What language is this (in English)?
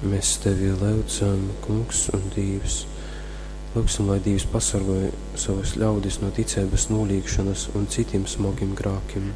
Latgalian